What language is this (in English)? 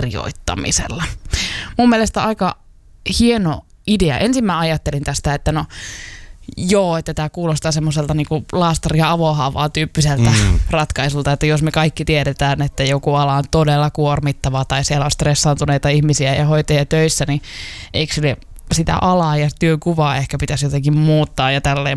Finnish